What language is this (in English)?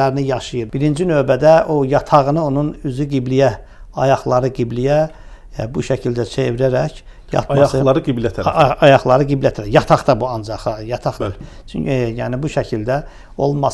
Azerbaijani